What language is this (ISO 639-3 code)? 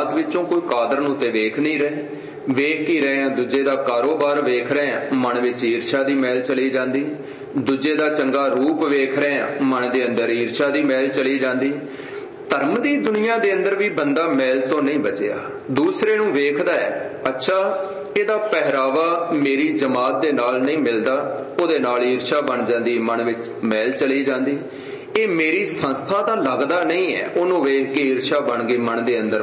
pan